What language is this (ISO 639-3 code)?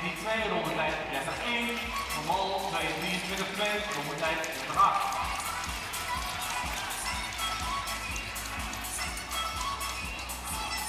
nld